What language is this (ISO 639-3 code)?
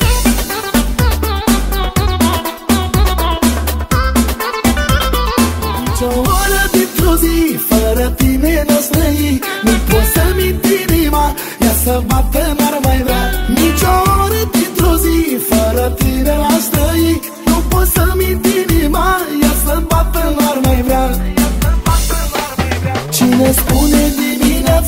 ron